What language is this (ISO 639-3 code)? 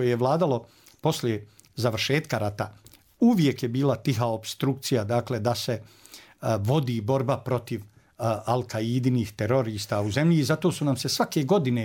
bos